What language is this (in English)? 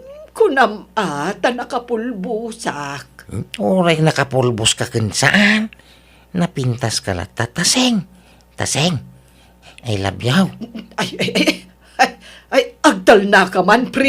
Iloko